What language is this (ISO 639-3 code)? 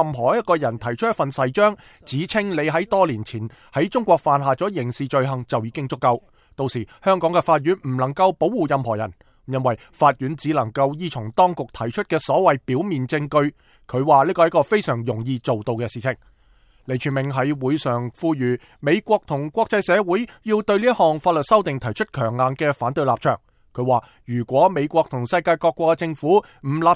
yue